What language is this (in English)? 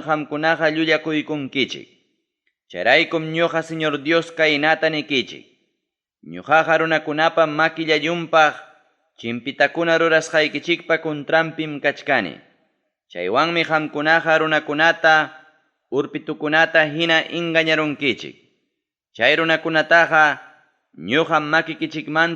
Ayacucho Quechua